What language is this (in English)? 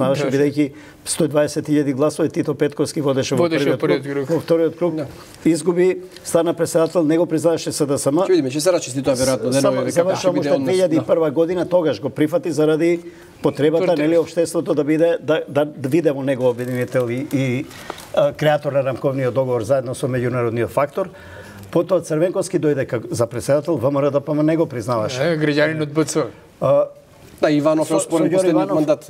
Macedonian